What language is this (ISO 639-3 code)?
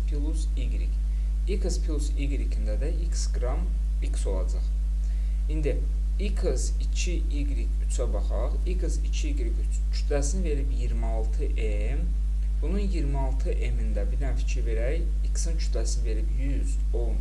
aze